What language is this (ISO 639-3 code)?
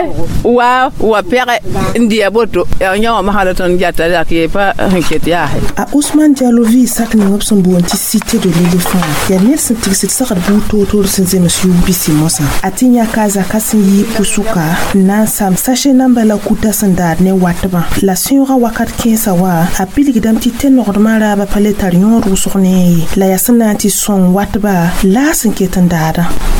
mos